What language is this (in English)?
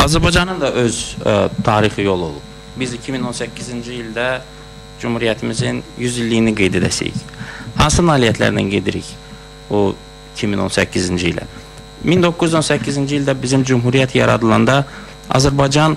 Azerbaijani